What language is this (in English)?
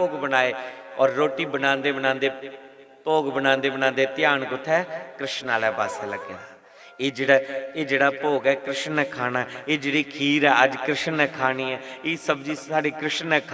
Dogri